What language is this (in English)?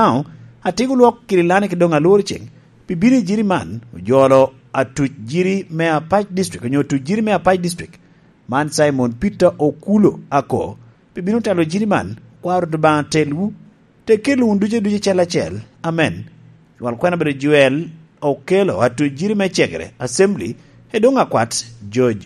Lango (Uganda)